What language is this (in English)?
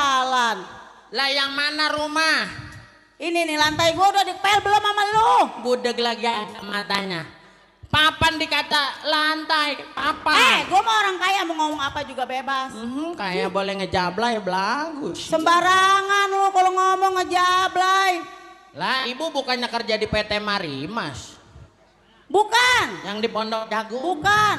Betawi